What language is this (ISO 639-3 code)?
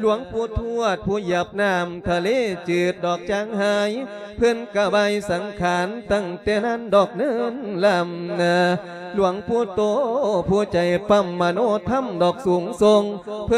lao